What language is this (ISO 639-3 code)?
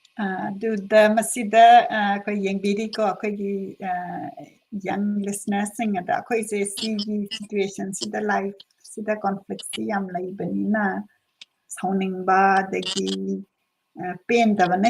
mni